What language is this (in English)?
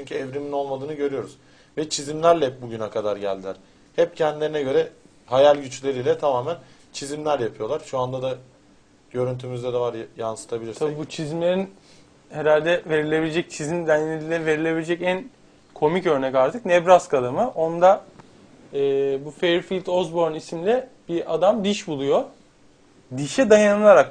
Turkish